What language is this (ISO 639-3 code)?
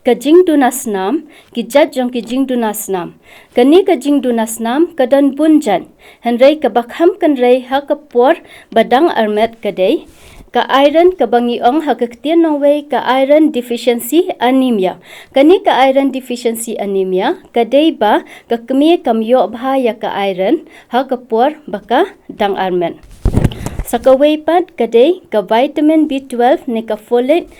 kha